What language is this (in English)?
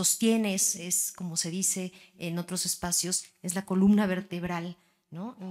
Spanish